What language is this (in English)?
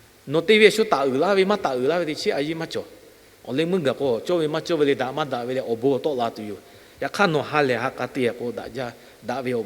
Lahu